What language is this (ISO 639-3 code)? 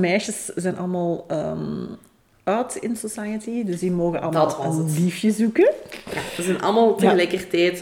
nld